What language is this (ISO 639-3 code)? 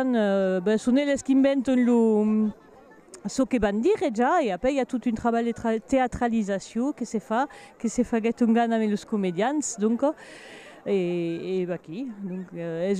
oci